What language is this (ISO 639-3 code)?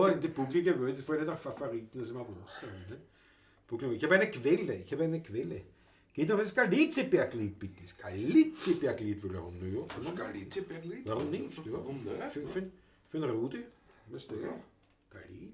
bar